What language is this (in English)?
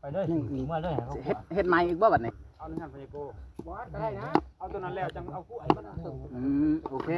Lao